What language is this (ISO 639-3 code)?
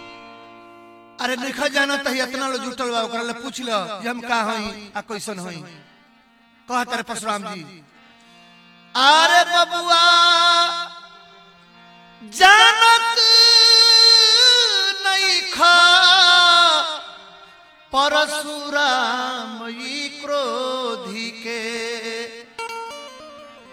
bho